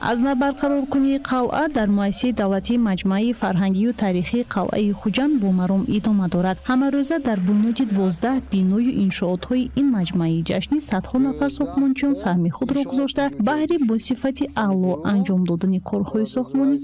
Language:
Tajik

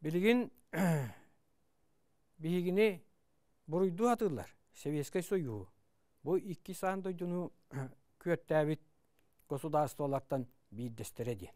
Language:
Yakut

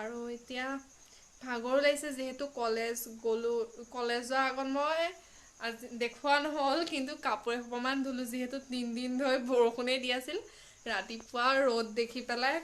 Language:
Assamese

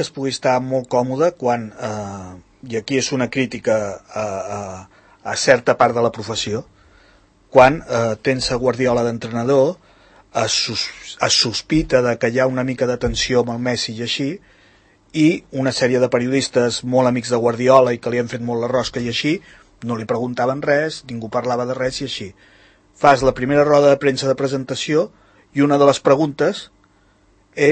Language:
Catalan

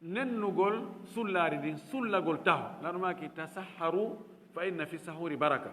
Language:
Fula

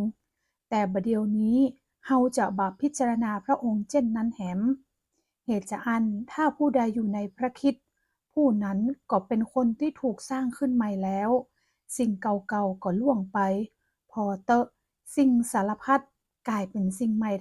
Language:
Northern Thai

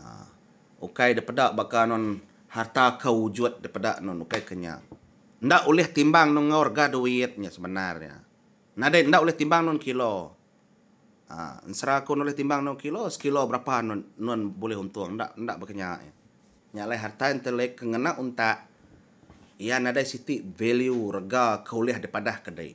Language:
Iban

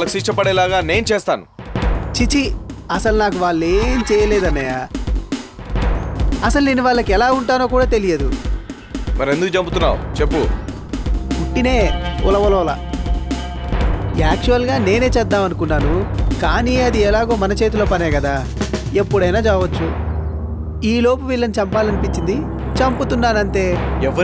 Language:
Telugu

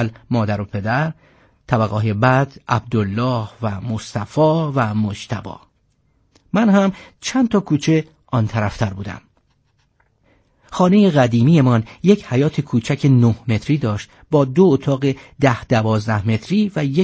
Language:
Persian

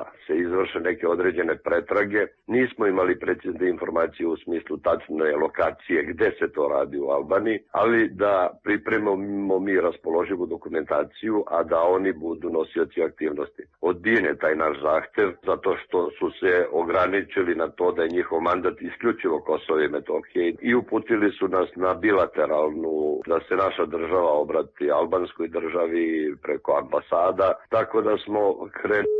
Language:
Serbian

